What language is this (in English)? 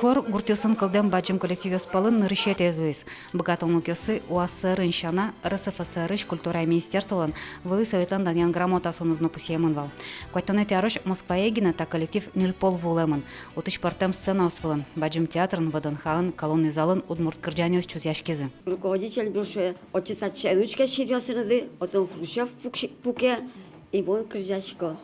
Udmurt